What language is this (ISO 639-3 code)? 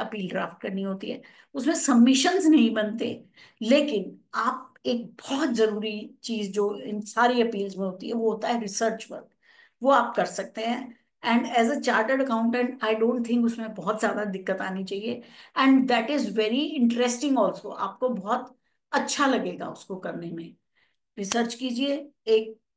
hin